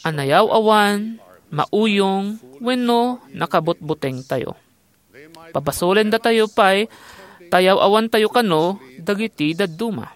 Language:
Iloko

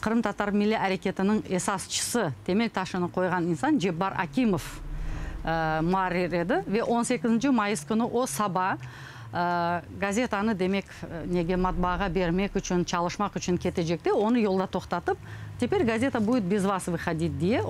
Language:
Crimean Tatar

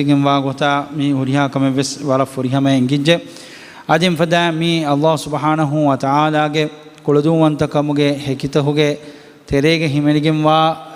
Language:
Divehi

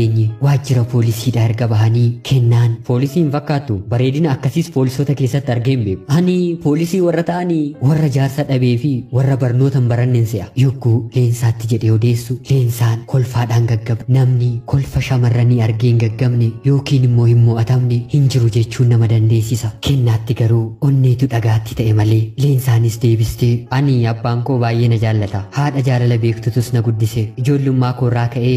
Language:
Oromo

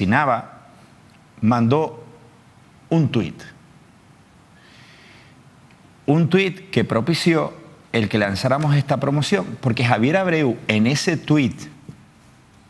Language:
Spanish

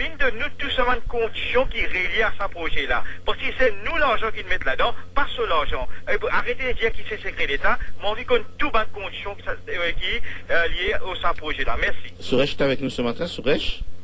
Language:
Morisyen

